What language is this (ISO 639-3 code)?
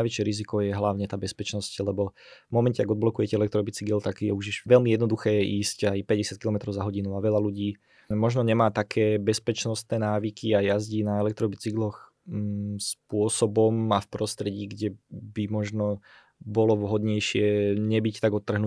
slk